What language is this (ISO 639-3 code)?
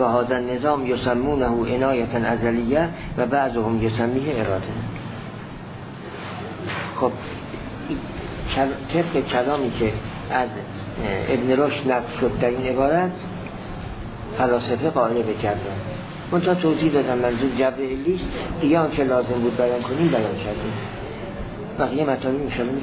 fas